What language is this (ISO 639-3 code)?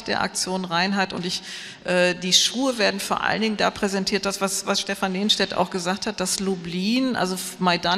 deu